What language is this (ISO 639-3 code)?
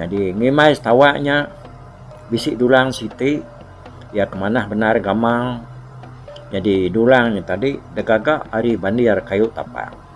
iba